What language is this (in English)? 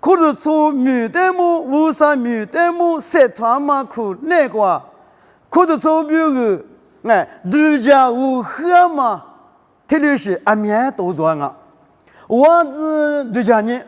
Lisu